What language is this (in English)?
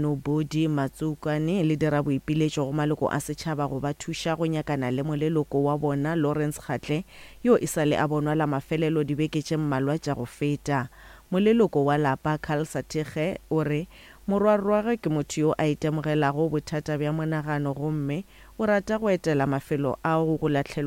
Northern Sotho